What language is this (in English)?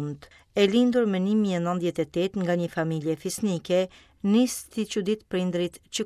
Albanian